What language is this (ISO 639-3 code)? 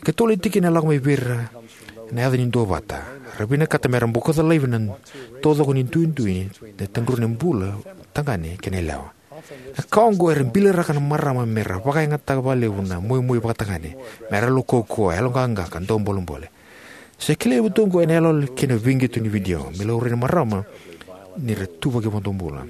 fij